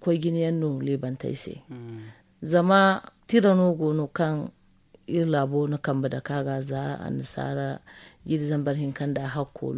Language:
Zarma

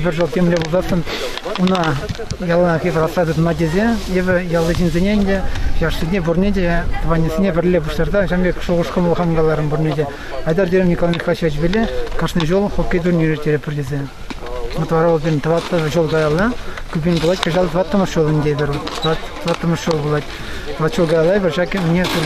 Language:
Chuvash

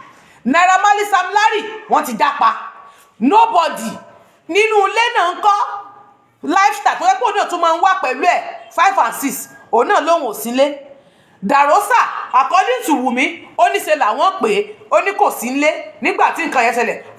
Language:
Yoruba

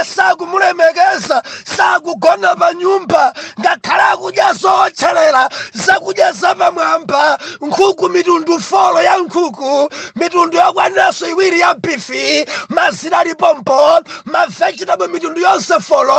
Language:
Nyanja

